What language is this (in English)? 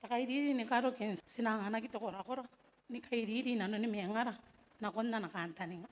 Gilbertese